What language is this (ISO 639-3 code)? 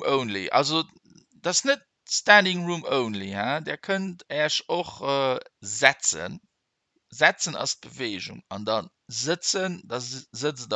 ltz